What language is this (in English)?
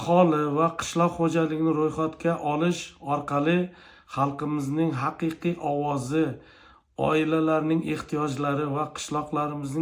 Uzbek